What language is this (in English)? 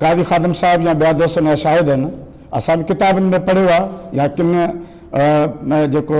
Sindhi